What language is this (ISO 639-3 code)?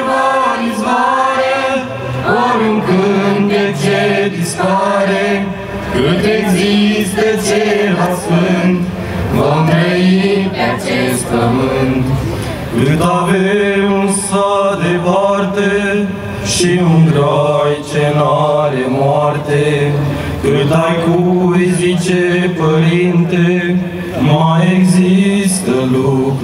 ron